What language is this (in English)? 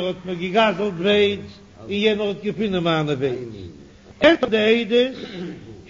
Yiddish